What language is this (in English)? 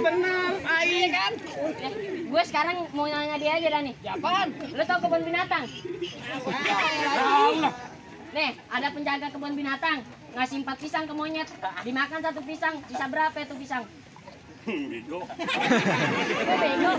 Betawi